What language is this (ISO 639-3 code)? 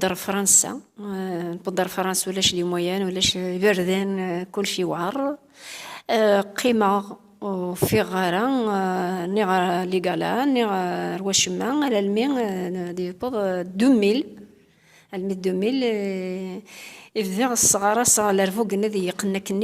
kab